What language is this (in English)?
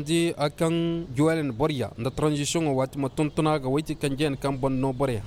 Koyraboro Senni